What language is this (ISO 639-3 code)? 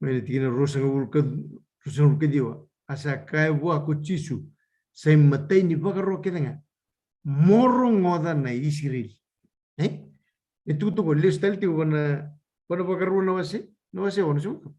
fij